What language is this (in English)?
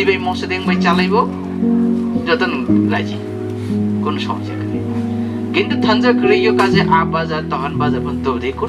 Riang (India)